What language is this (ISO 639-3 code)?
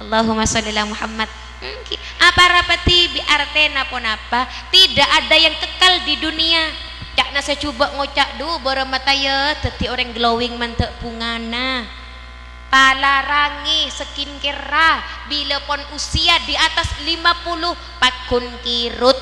mad